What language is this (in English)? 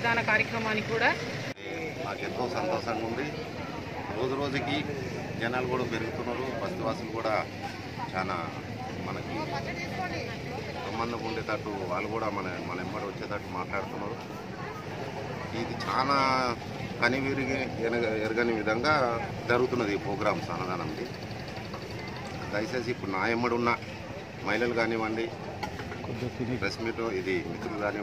Telugu